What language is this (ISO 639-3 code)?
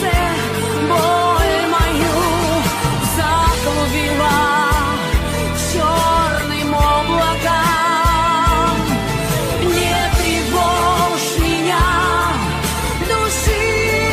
rus